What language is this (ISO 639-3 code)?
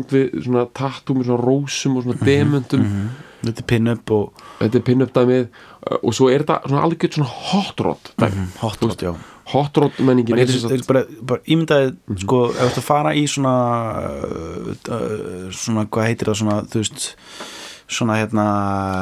isl